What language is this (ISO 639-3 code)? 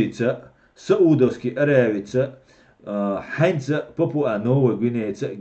che